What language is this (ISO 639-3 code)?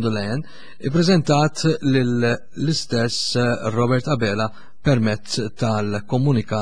mlt